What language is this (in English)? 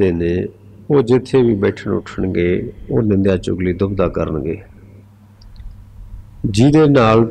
Punjabi